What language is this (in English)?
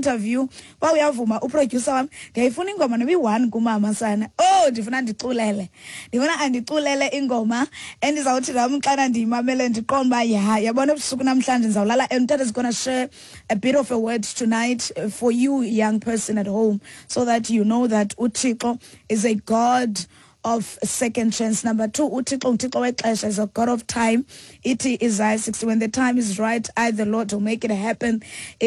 Xhosa